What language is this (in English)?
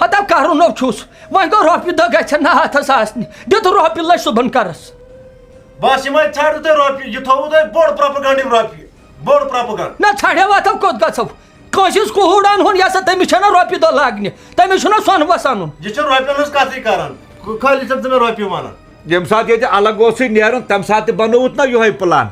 Kashmiri